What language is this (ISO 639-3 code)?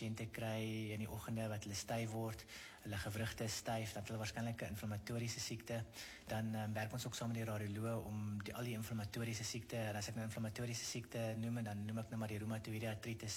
afr